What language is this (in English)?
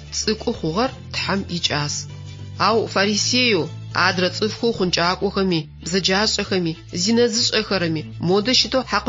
Adyghe